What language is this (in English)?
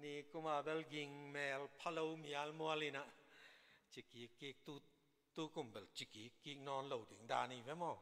Tedim Chin